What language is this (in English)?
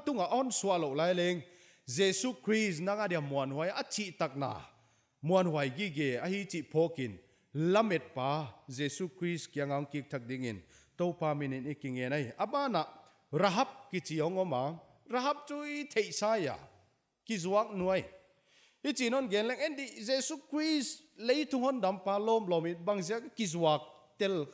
Paite Chin